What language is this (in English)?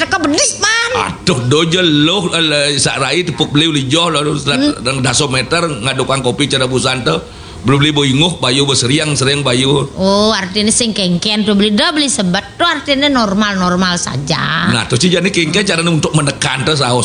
Balinese